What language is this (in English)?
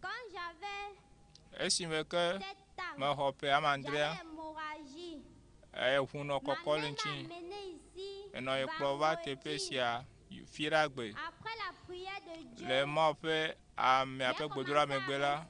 Ewe